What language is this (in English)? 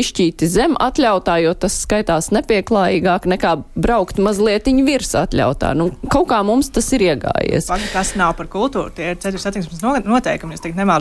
Latvian